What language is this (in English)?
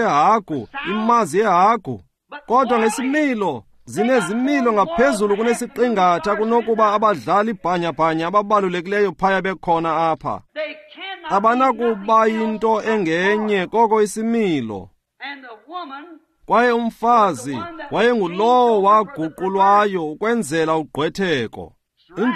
Xhosa